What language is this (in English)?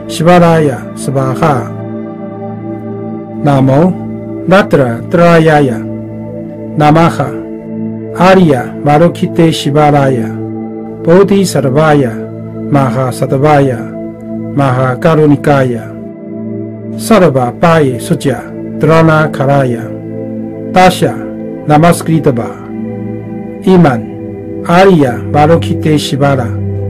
Sanskrit